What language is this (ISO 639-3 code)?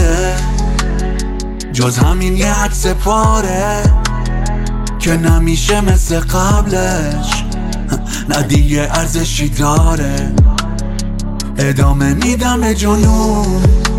fas